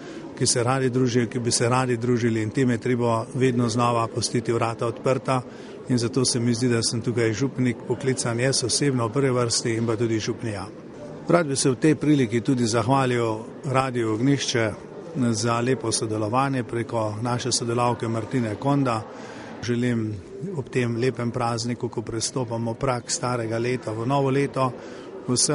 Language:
Slovenian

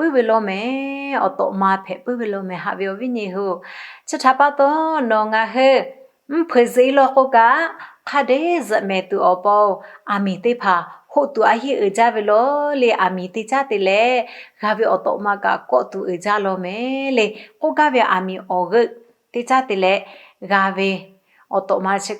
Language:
Lahu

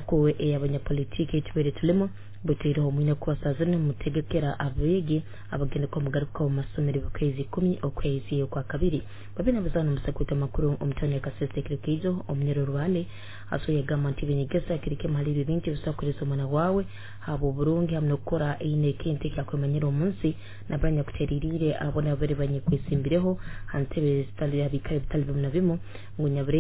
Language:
Nyoro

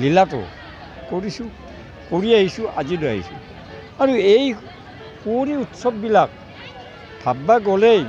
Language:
Assamese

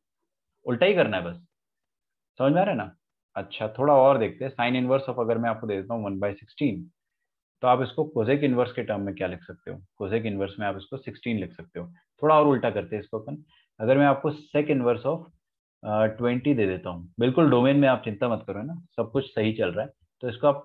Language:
Hindi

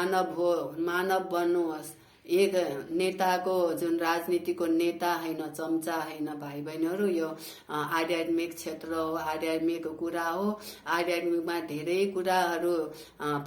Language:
Nepali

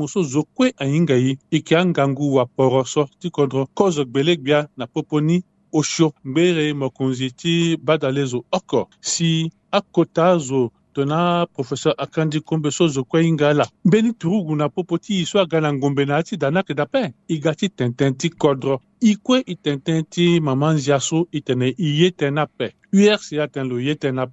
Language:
Sango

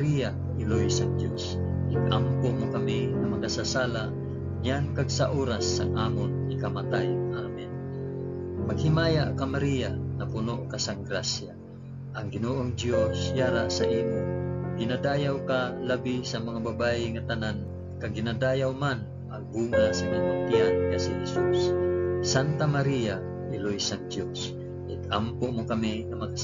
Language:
Hiligaynon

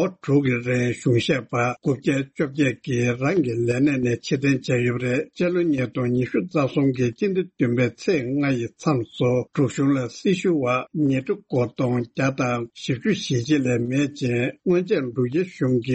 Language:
Tibetan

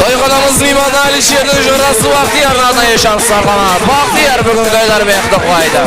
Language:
Kara-Kalpak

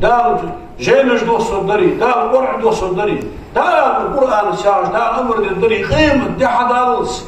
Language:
Ingush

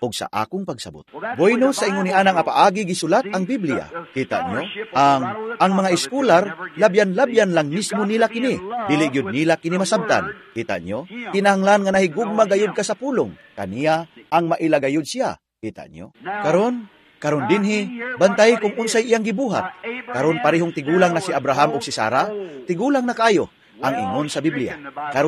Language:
Cebuano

